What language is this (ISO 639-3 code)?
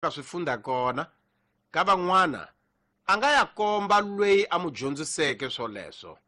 tso